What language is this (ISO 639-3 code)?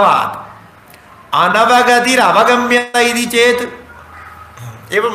san